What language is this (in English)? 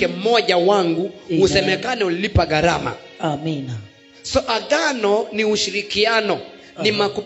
Swahili